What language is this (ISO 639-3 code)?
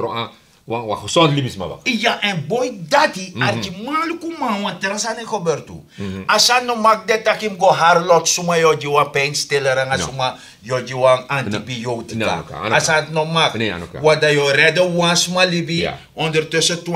srn